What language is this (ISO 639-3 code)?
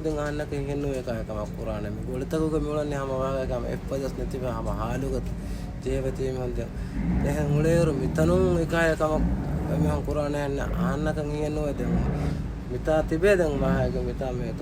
div